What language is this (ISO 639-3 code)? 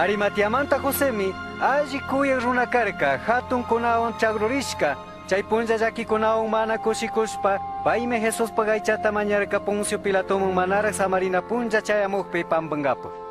qug